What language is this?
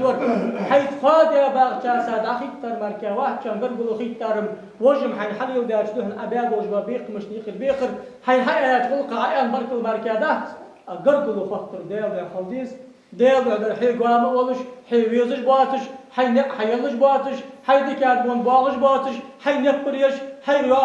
Ingush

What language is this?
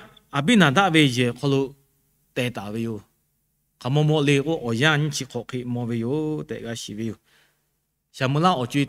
Lahu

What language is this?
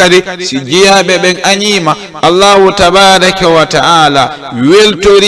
Fula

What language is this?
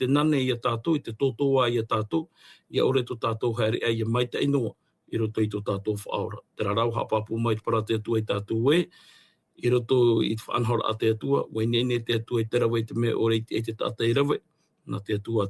Tahitian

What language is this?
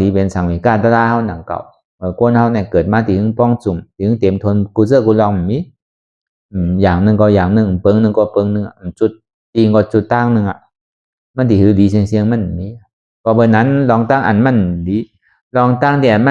Shan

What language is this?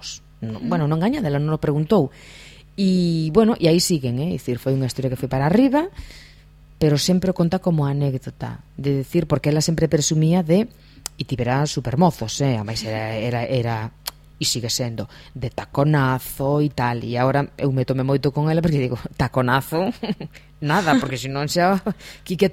Galician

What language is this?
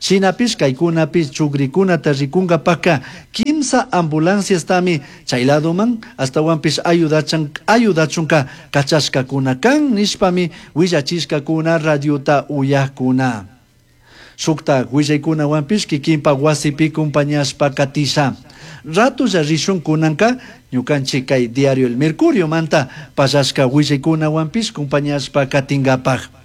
Chimborazo Highland Quichua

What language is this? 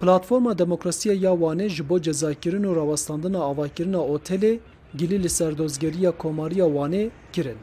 Kurdish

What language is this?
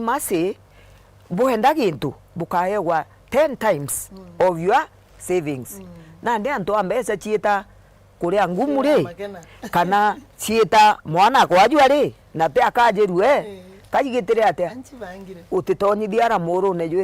Meru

